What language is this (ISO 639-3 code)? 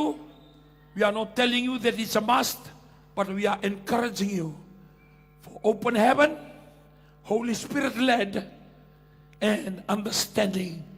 fij